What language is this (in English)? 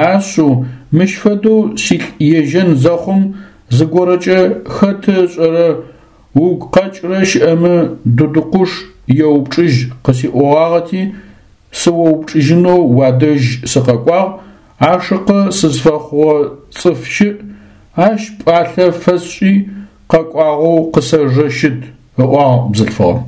Adyghe